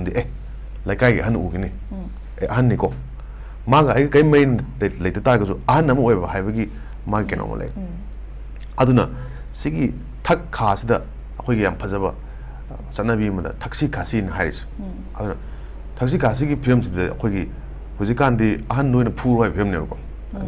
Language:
Manipuri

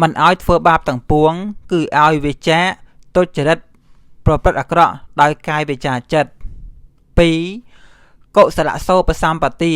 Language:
Khmer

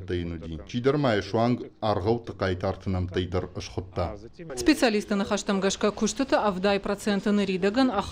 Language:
Ossetic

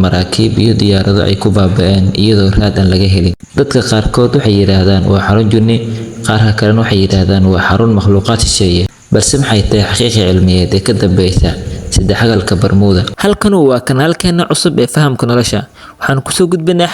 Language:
Somali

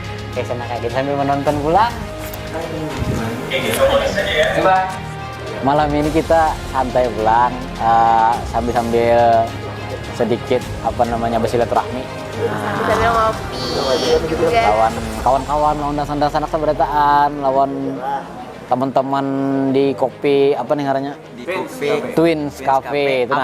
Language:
Banjar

